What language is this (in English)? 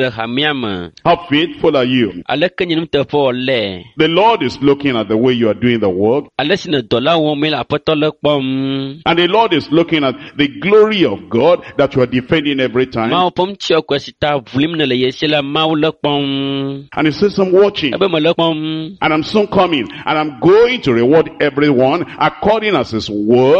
Ewe